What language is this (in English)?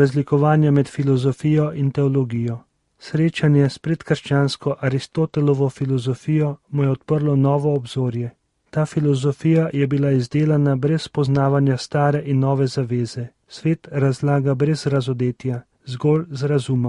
Slovenian